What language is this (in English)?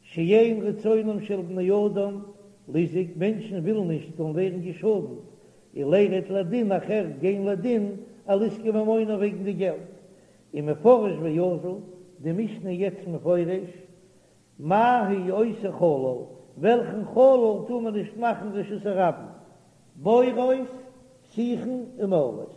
Yiddish